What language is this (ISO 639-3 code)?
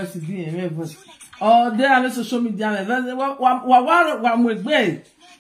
pcm